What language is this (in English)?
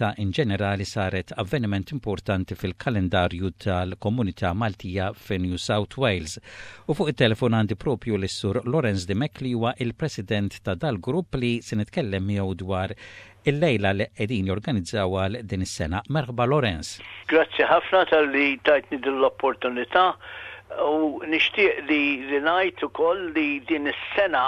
Maltese